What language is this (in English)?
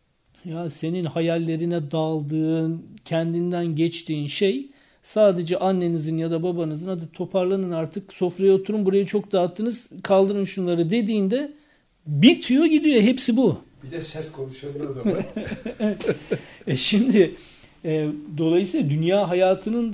Turkish